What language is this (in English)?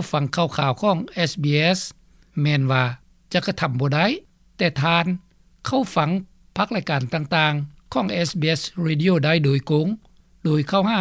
Lao